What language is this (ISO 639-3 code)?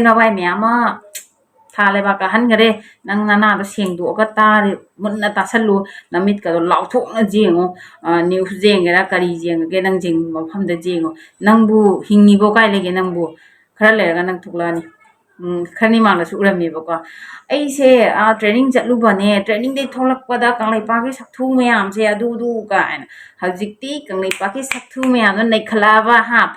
mni